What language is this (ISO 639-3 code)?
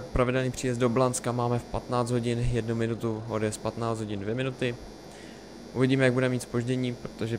ces